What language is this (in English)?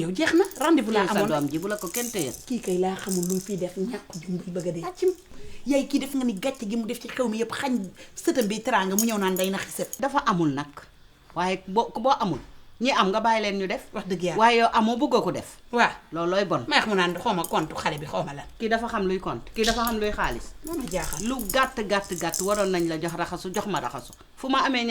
Wolof